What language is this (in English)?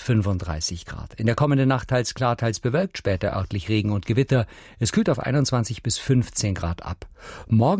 German